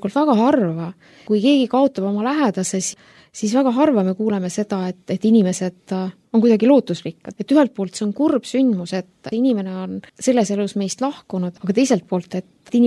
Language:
Estonian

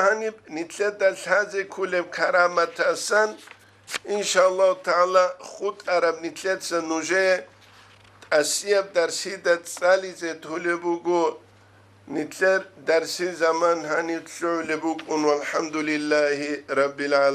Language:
Avaric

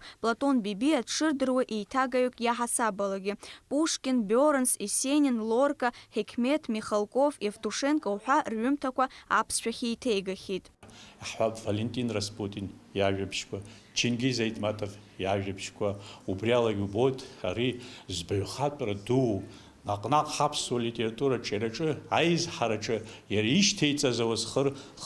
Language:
Abkhazian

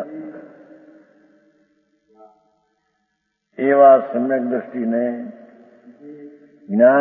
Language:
Gujarati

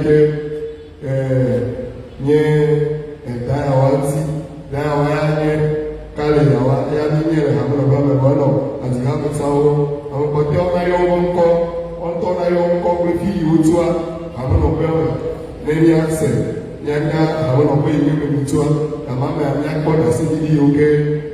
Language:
Ewe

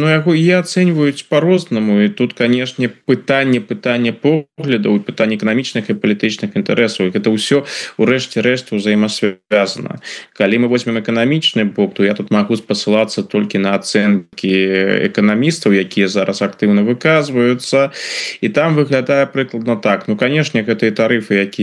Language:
Belarusian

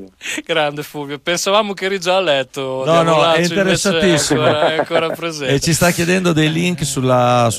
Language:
Italian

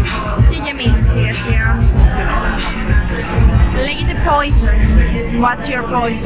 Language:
Greek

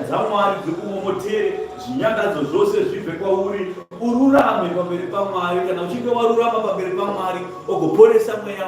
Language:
Shona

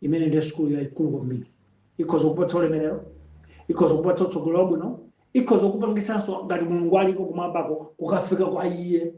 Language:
Nyanja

